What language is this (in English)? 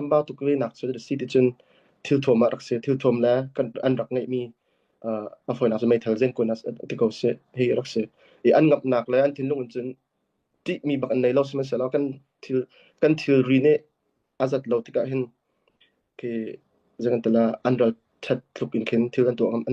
Hakha Chin